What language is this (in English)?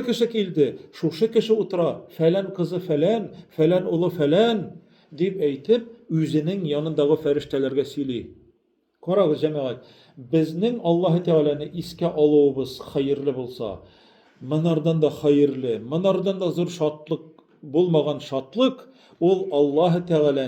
Tatar